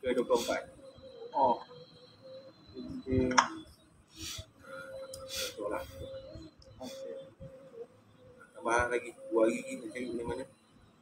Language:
Malay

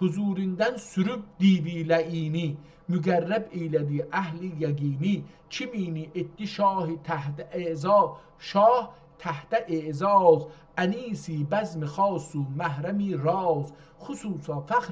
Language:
South Azerbaijani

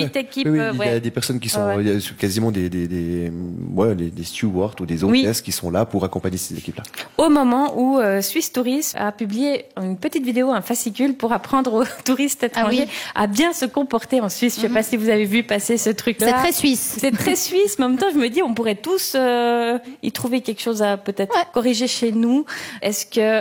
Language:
French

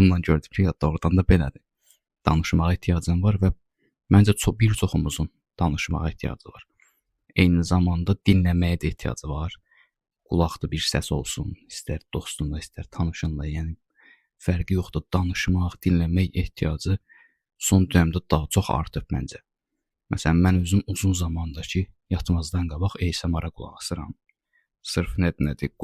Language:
Azerbaijani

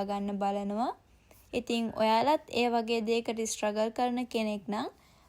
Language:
Sinhala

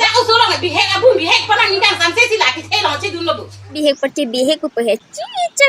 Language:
Karbi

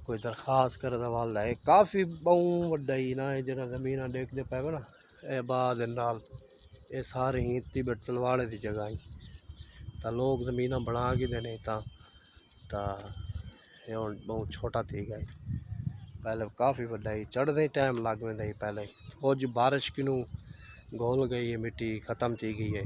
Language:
Saraiki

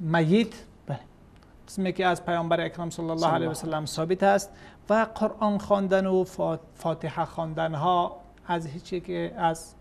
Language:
Persian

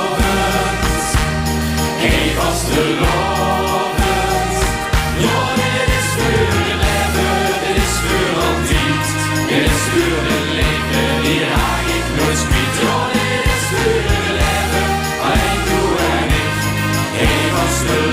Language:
Limburgish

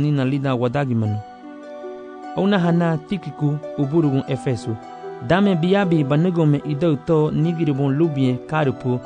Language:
Garifuna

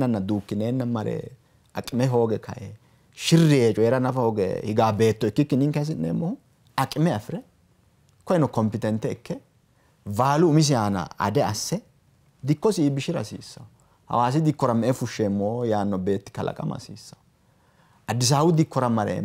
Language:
Sidamo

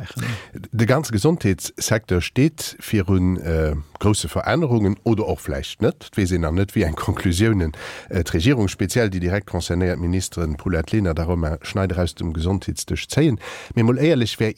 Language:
Luxembourgish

